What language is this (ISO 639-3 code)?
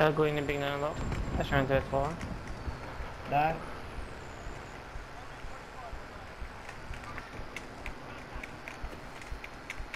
swe